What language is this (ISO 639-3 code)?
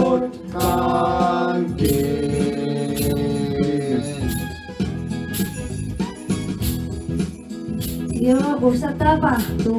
fin